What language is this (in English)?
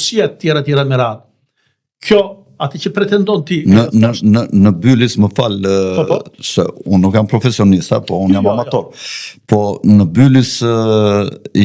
Albanian